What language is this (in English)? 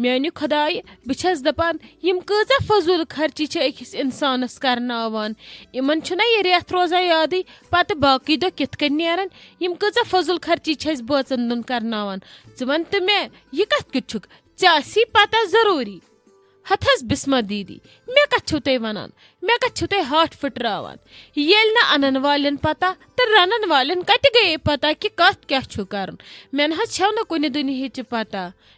Kashmiri